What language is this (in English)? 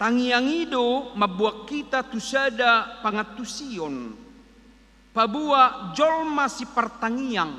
Batak Toba